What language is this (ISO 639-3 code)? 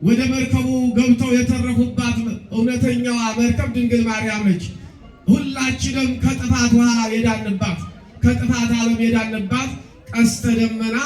amh